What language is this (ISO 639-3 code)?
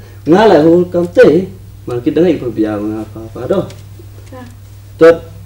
kha